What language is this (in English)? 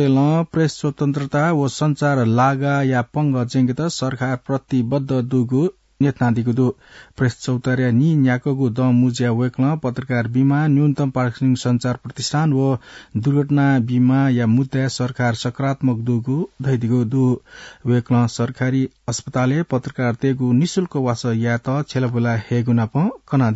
Newari